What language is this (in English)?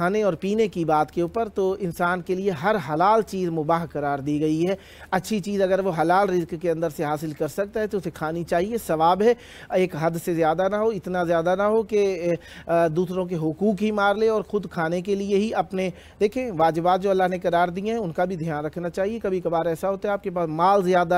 Urdu